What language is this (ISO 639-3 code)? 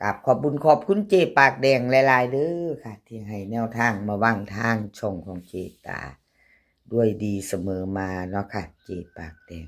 tts